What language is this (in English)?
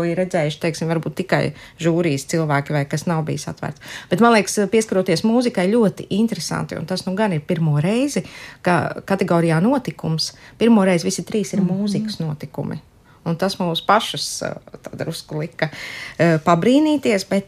Latvian